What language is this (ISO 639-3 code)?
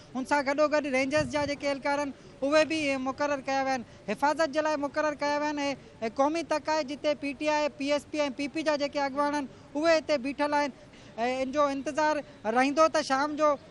snd